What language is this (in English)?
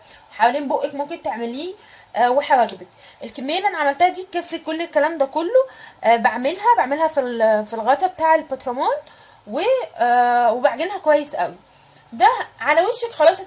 Egyptian Arabic